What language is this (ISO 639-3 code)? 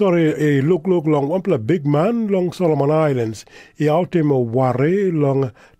tpi